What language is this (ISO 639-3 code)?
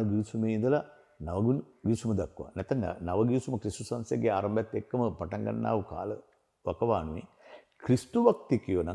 sin